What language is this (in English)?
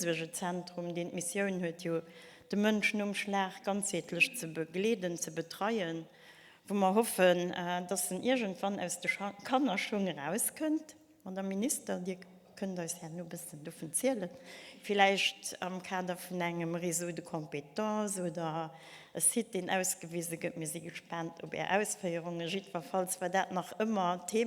Luxembourgish